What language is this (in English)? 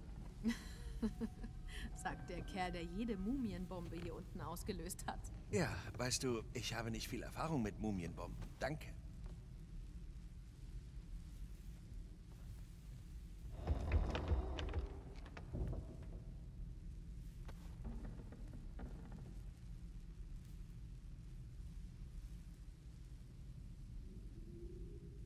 German